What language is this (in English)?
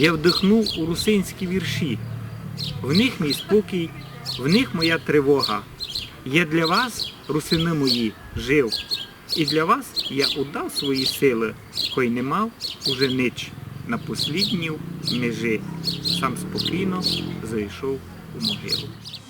Rusyn